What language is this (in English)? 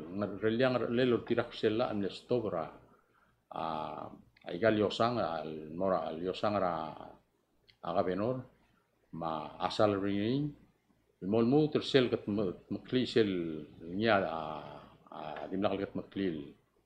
Palauan